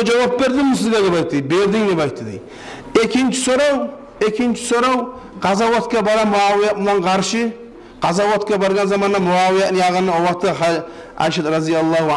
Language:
Kumyk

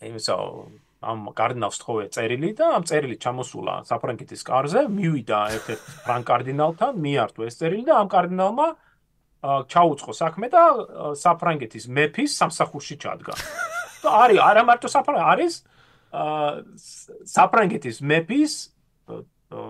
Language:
Georgian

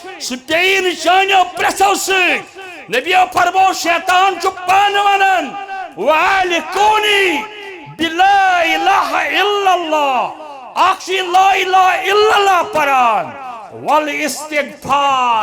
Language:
Kashmiri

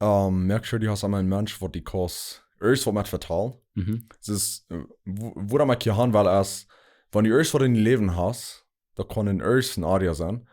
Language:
Plautdietsch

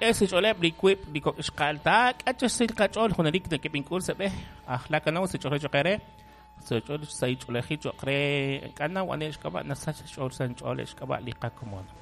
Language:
Kekchí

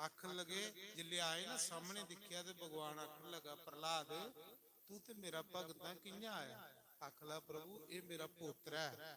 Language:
Dogri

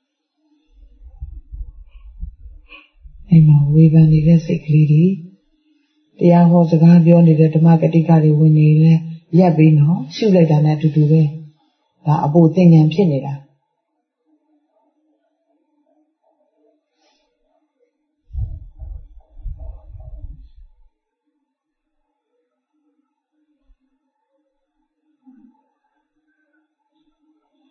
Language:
Burmese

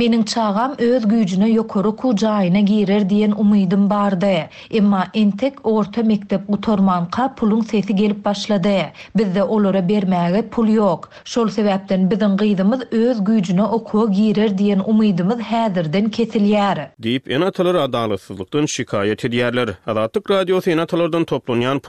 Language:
Turkmen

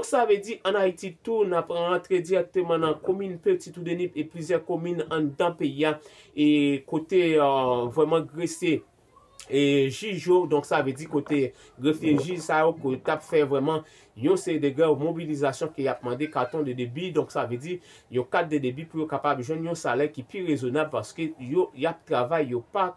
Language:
Haitian Creole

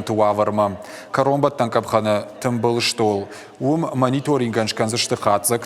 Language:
Ossetic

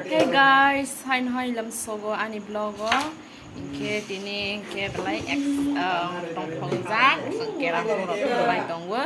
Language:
Kok Borok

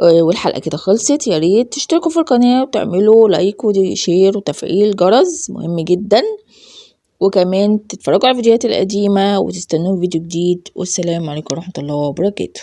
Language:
Egyptian Arabic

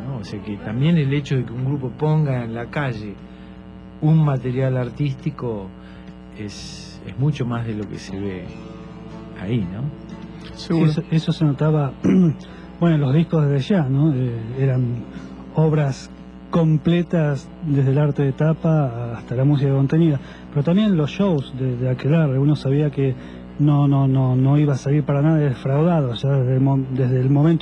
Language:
Spanish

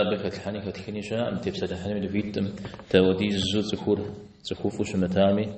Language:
Kabardian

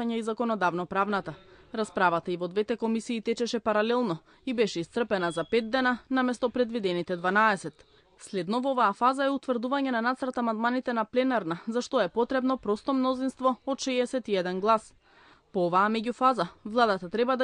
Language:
Macedonian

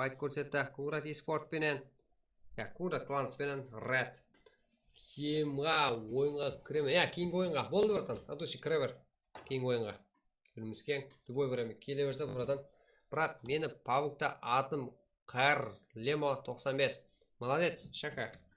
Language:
Kara-Kalpak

